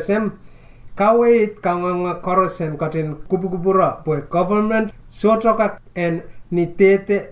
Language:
Pohnpeian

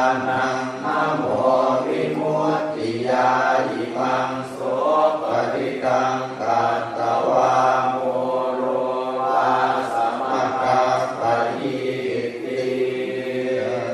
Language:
Pali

